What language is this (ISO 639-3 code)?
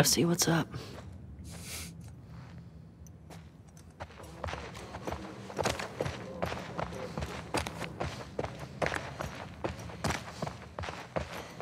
kor